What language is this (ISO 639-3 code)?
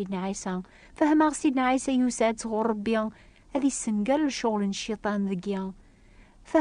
kab